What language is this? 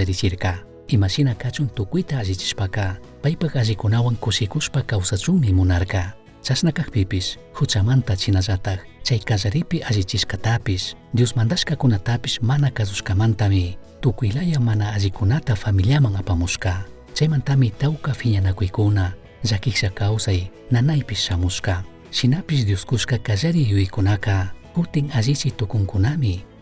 Chimborazo Highland Quichua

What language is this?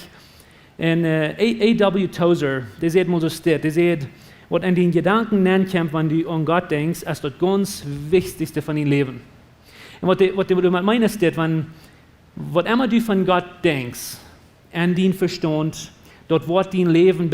Plautdietsch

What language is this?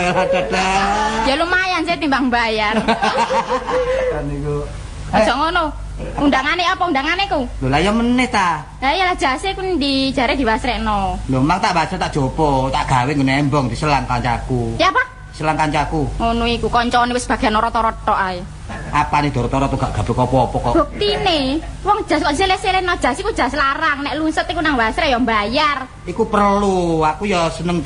Javanese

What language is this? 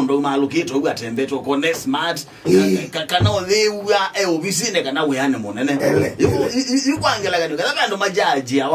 Kamba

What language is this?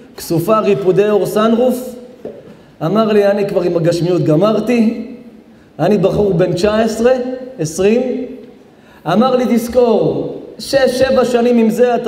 Hebrew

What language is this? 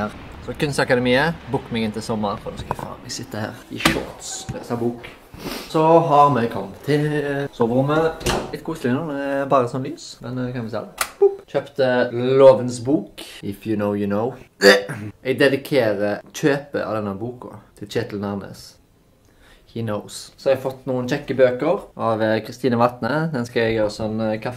Norwegian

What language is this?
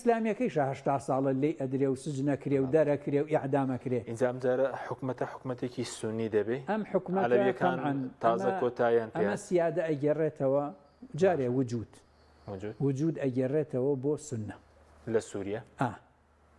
Central Kurdish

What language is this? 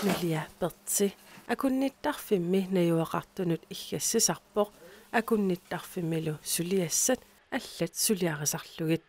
Kalaallisut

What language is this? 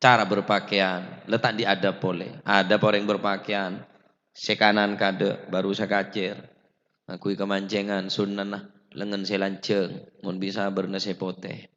Madurese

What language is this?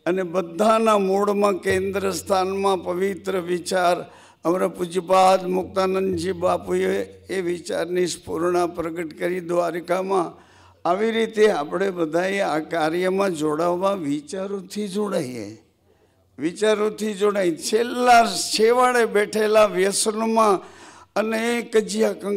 Gujarati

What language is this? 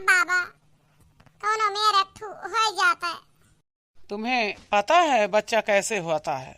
Awadhi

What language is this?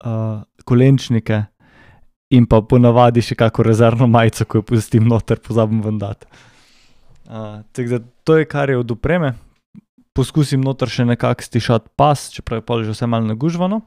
Slovenian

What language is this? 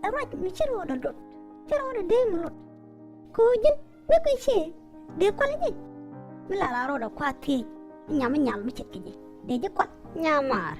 Nuer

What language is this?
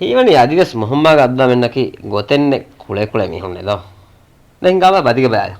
Divehi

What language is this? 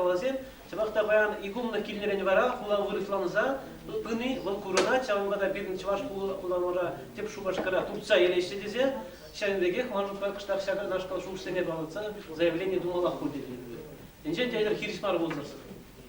Chuvash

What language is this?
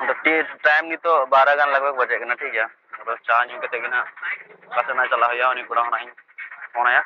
Santali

